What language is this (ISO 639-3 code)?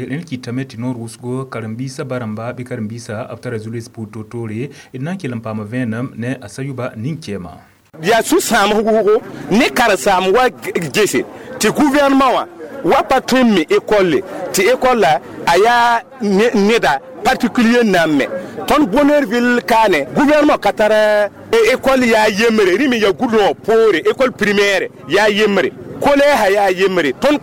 mos